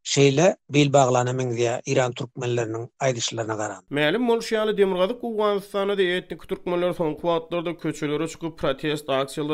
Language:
Turkmen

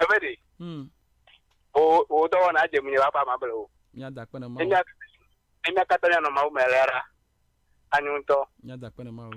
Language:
Ewe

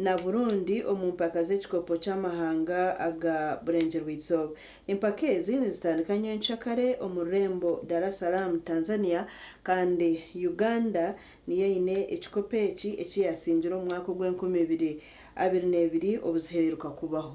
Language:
Nyankole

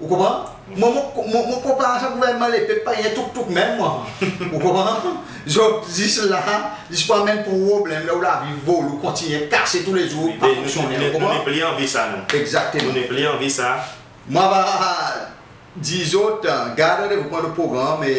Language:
Seselwa Creole French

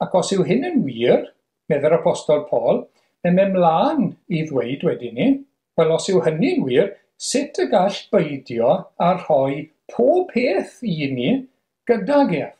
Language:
Welsh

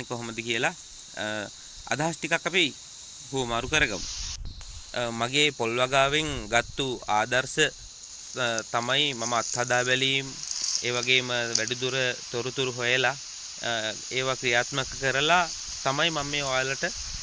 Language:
Sinhala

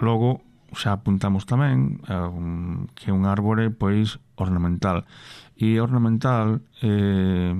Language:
Galician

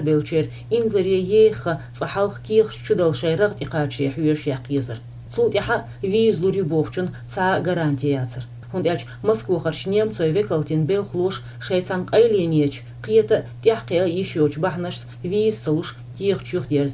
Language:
Chechen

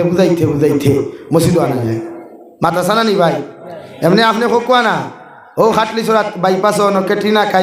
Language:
Sylheti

